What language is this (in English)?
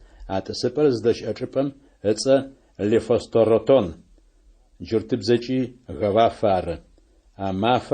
Adyghe